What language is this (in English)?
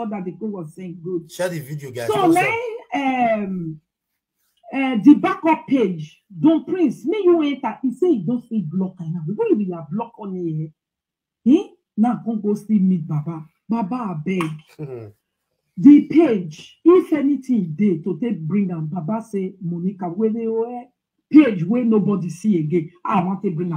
Nigerian Pidgin